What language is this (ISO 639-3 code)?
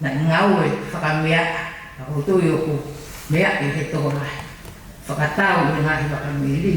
ton